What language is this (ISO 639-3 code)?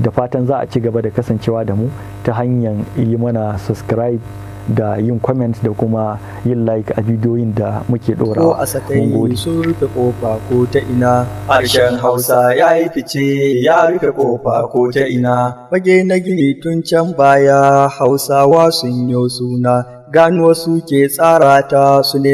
hau